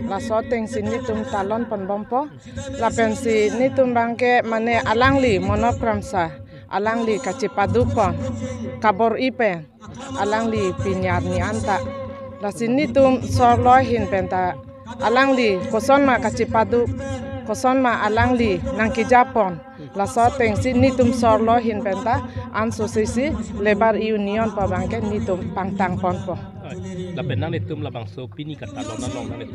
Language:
Karbi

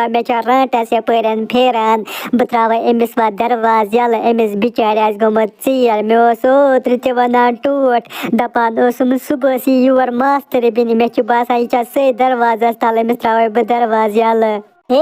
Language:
Kashmiri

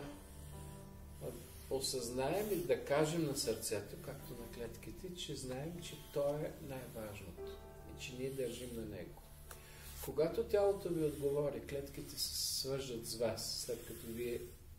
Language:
Bulgarian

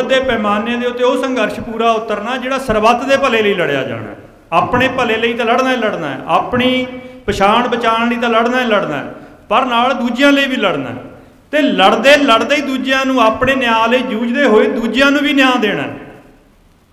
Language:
Punjabi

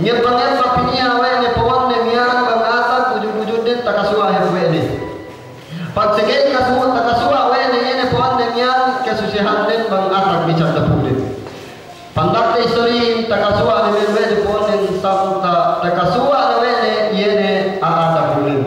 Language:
Yakan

